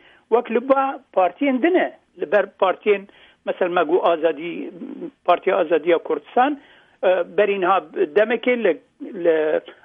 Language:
Kurdish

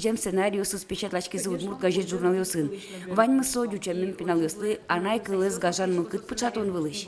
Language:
Udmurt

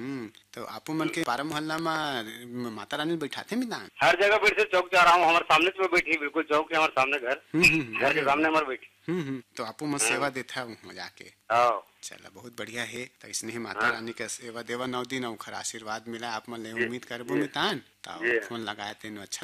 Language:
Chhattisgarhi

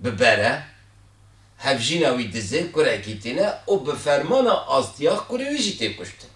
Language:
Kurdish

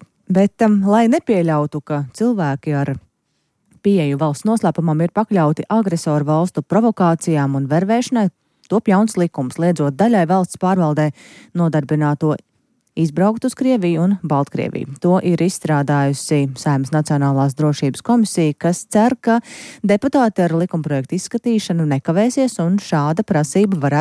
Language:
Latvian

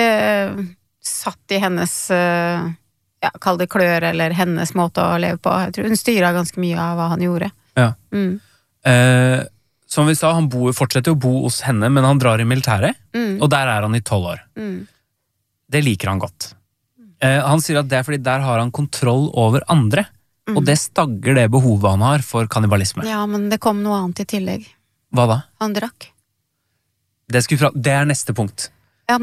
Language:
Norwegian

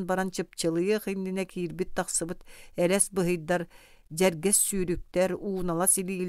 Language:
Yakut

